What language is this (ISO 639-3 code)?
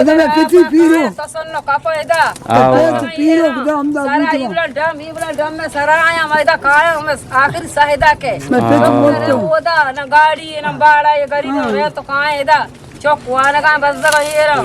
bgp